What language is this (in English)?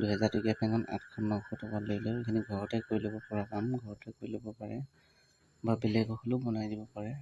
Assamese